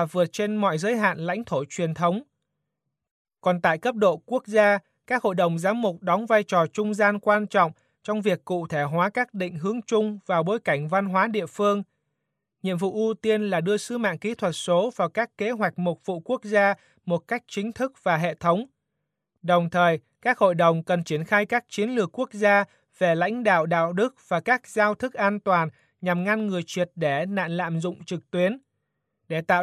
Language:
Vietnamese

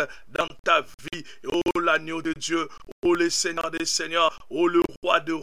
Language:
French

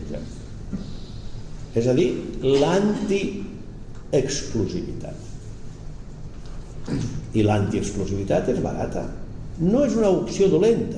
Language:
Catalan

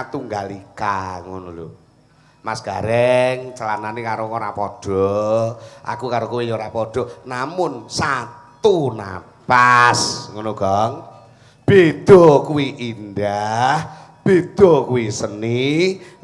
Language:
Javanese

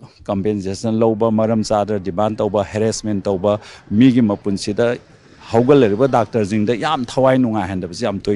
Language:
Manipuri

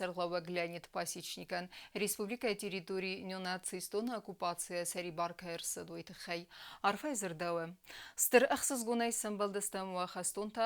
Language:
Ossetic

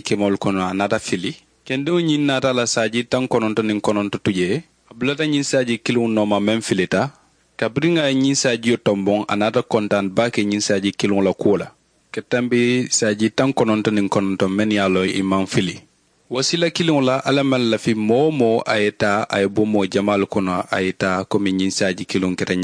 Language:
Mandingo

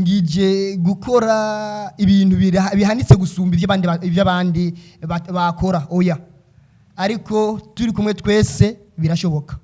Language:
Rundi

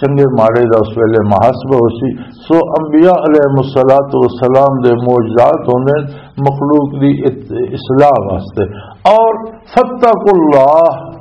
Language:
Western Panjabi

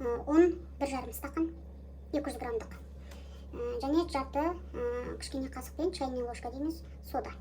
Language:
Kazakh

